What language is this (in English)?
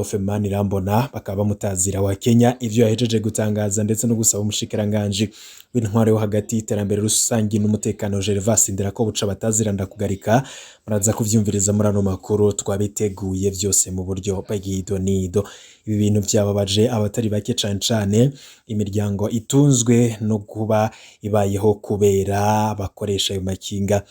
Rundi